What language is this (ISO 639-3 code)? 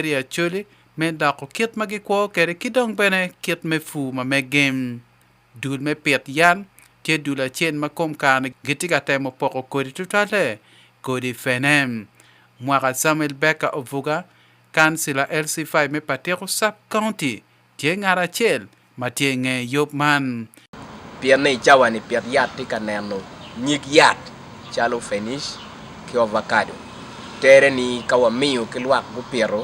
ach